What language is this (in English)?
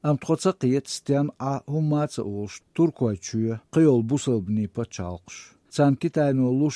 Slovenian